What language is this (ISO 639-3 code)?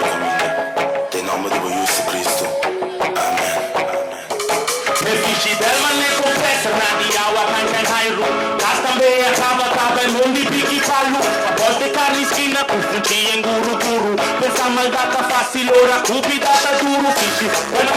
pap